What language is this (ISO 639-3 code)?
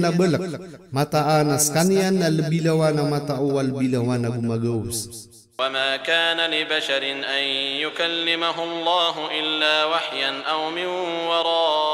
mrw